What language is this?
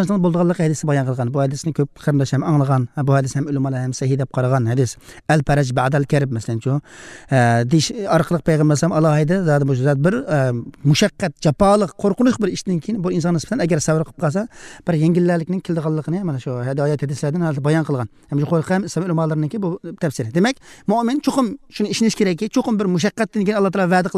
Uyghur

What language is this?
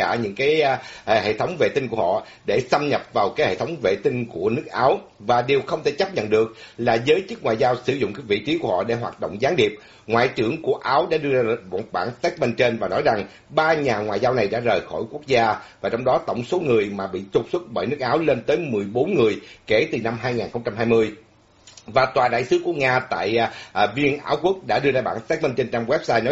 Vietnamese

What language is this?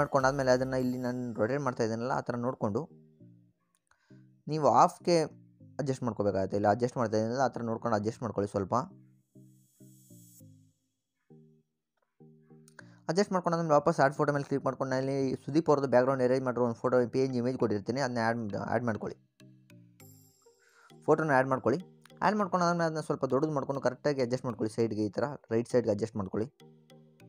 Kannada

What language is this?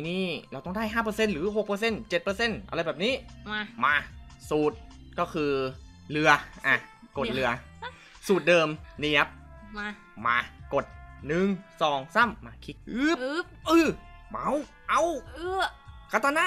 Thai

